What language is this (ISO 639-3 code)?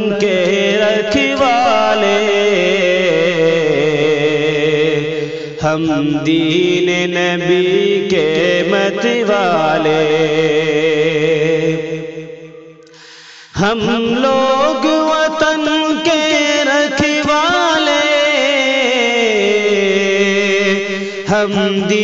urd